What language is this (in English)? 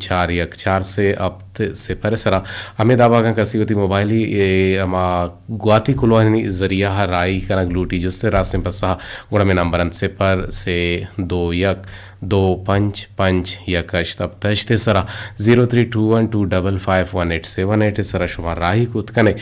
Eastern Balochi